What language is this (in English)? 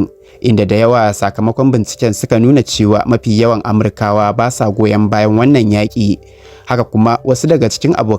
Hausa